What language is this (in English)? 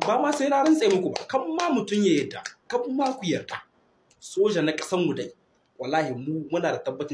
Hausa